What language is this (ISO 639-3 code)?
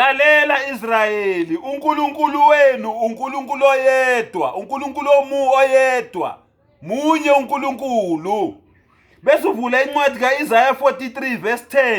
zul